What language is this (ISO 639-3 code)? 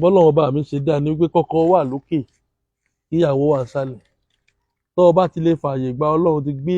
yor